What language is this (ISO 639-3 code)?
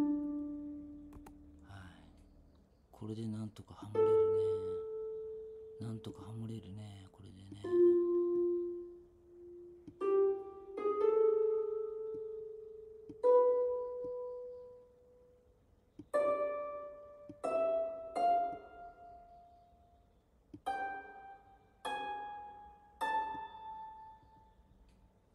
jpn